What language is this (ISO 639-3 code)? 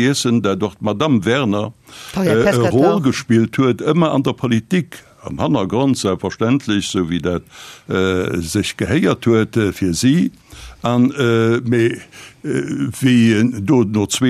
ltz